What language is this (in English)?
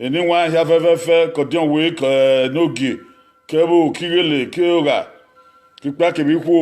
Bini